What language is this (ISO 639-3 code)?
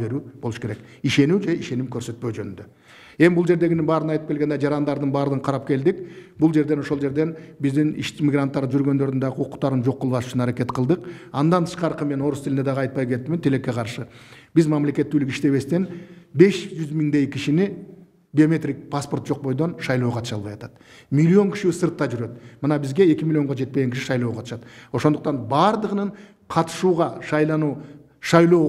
kir